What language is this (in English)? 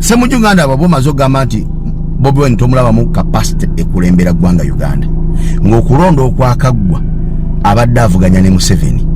Ganda